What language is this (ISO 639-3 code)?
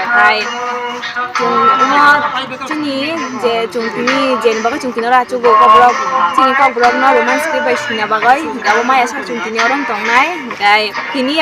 trp